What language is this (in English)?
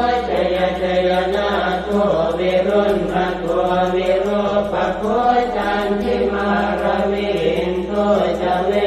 Pali